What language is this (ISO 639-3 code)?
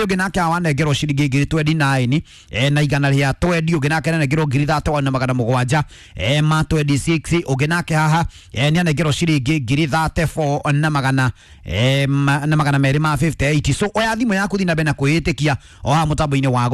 kik